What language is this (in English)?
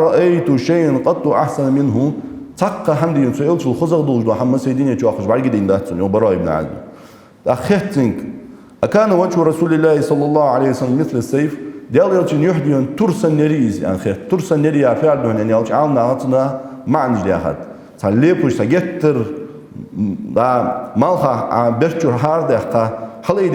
Ingush